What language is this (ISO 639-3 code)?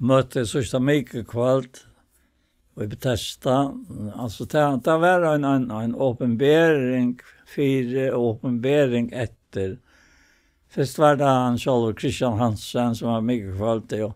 fao